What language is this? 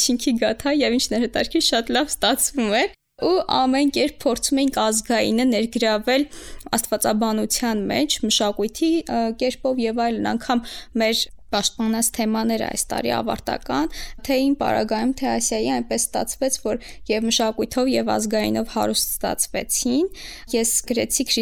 Armenian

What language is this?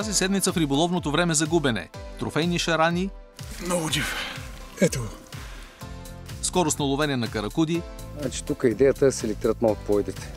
Bulgarian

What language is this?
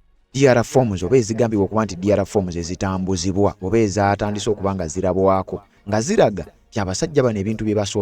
Ganda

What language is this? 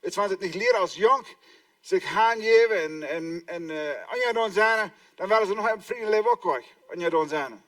Plautdietsch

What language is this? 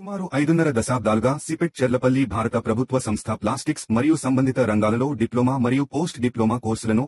Telugu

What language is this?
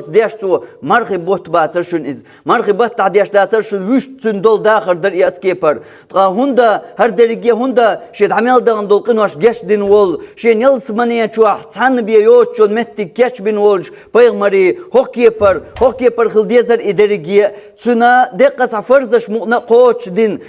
Chechen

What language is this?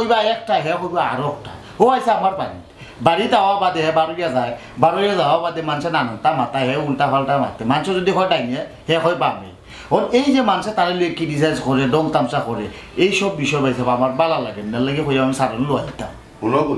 Sylheti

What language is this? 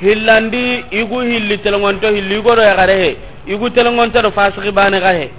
Soninke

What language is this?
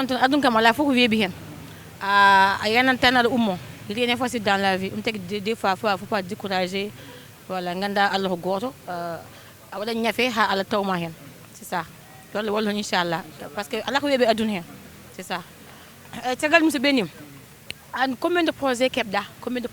Fula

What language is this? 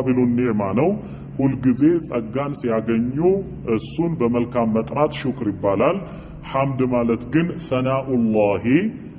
Amharic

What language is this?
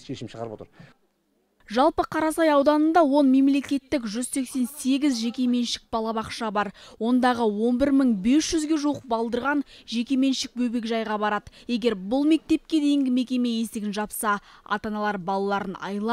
Kazakh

